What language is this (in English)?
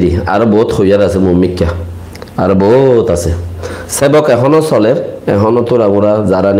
Rohingya